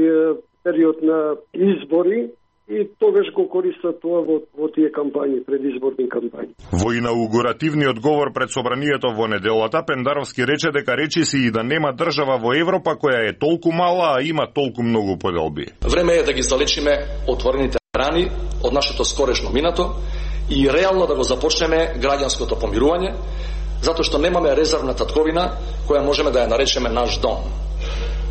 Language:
Macedonian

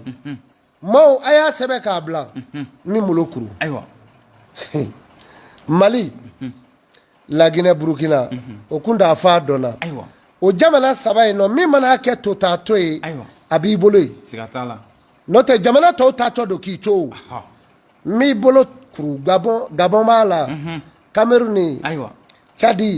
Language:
Bambara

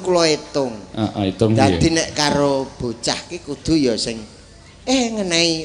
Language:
Javanese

